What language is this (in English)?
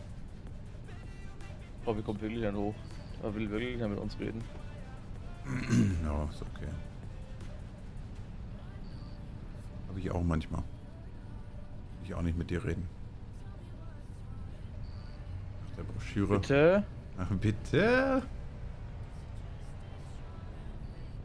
German